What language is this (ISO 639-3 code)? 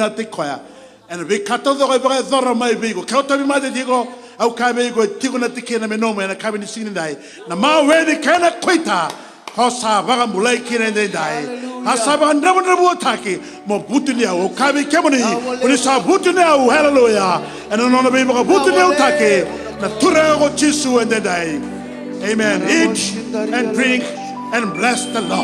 fij